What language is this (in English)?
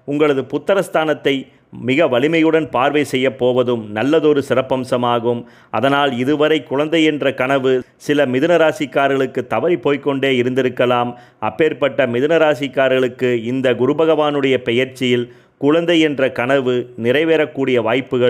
Tamil